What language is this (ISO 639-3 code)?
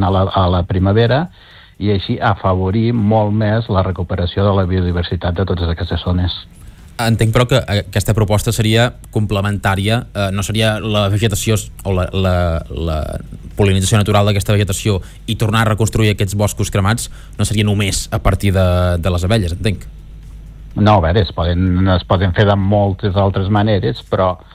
cat